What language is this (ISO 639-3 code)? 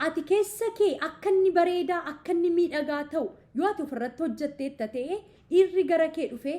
orm